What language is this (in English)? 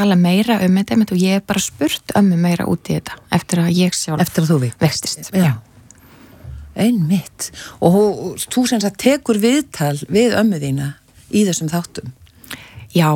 Icelandic